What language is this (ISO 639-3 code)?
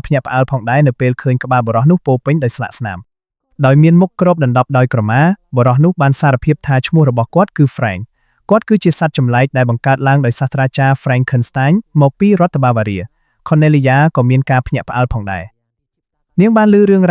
khm